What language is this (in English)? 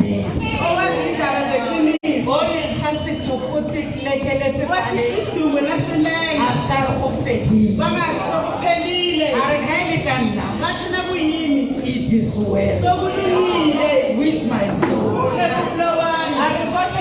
Tswana